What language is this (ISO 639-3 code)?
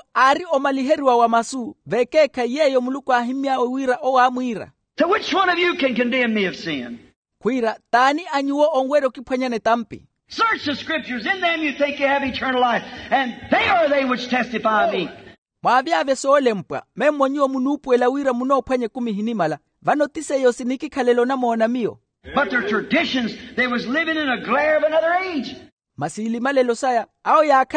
vmw